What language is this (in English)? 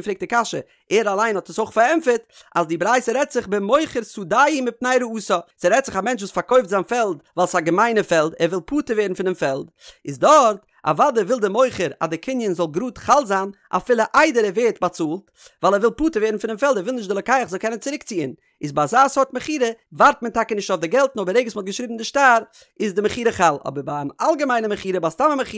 Yiddish